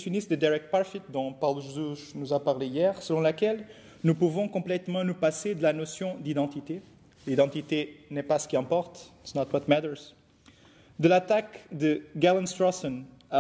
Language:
French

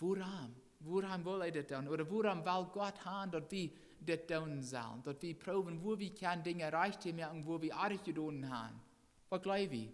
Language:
Plautdietsch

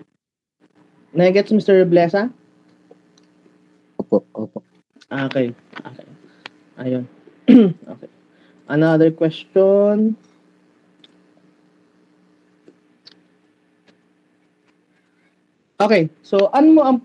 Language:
Filipino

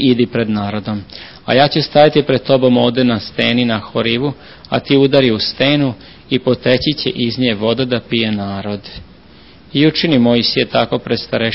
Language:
Serbian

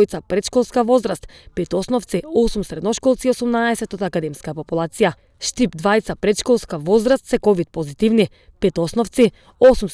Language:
Macedonian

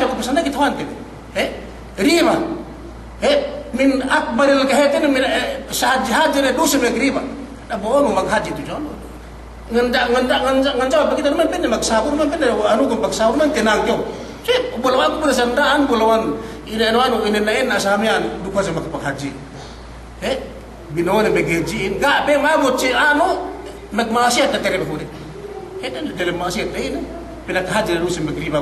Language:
Yakan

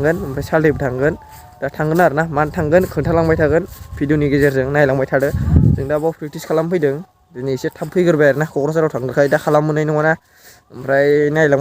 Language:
Bodo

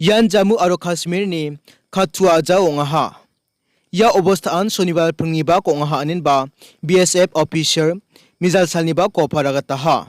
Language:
Garo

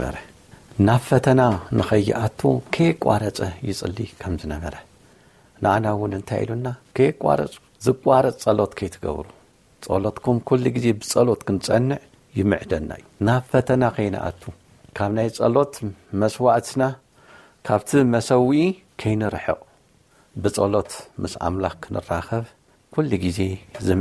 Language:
Tigrinya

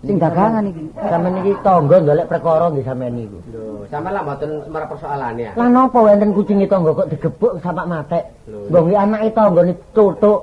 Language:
Javanese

